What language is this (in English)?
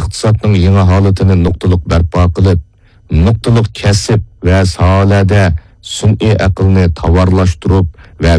Uyghur